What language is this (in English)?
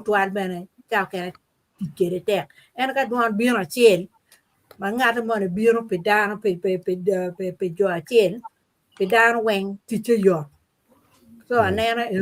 Acoli